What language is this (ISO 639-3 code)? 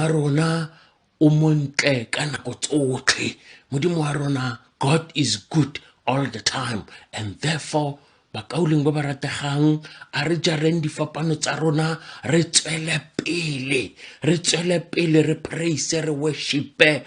tsn